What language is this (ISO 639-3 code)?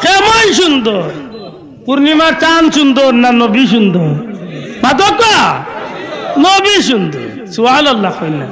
syl